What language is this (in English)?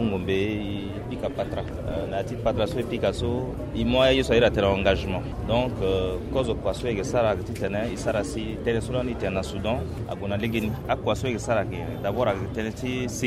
Sango